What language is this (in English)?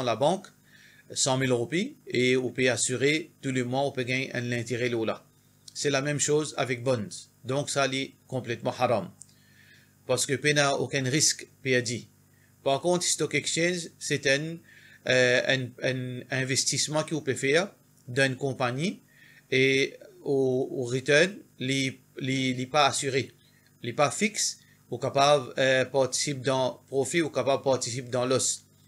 Morisyen